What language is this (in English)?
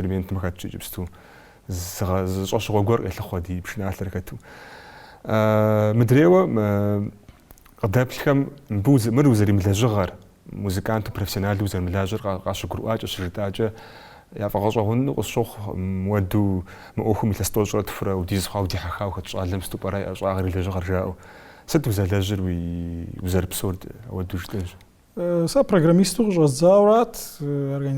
Kabardian